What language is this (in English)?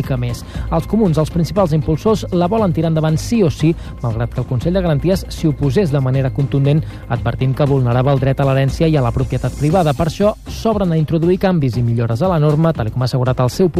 Catalan